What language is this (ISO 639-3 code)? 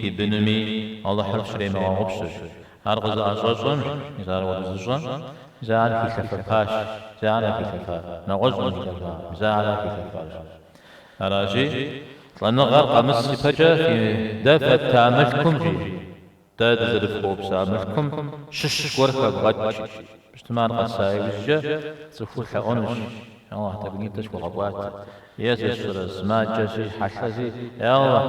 kbd